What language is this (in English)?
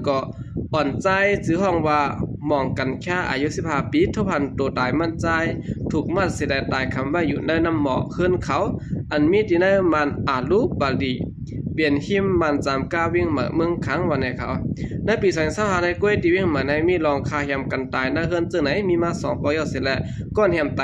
Shan